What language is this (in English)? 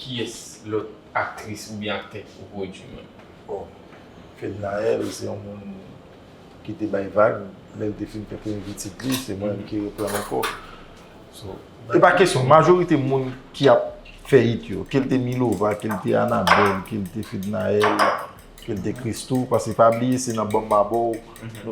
Haitian Creole